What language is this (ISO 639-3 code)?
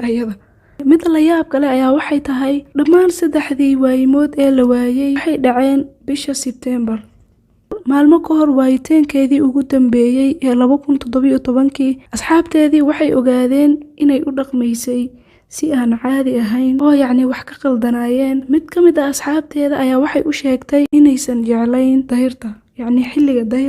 som